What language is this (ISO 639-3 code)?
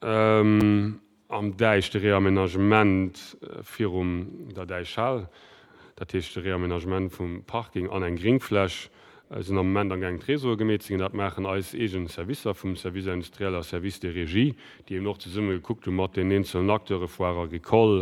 ltz